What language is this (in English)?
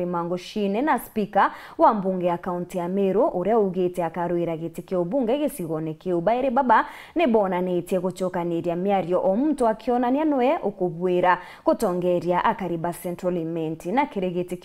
Meru